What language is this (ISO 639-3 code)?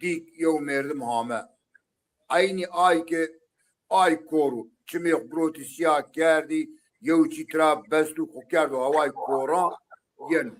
zza